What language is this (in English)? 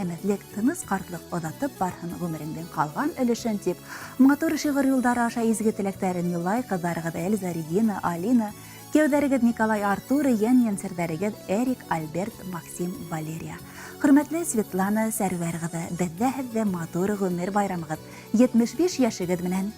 Bashkir